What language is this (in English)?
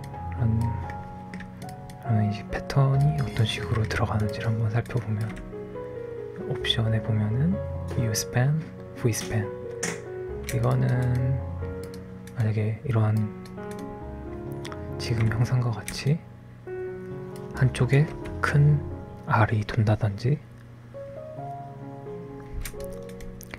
Korean